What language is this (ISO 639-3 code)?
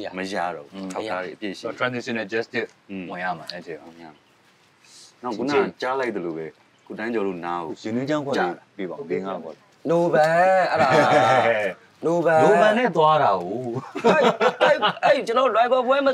mya